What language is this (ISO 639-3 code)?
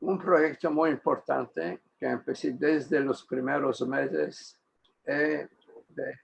lad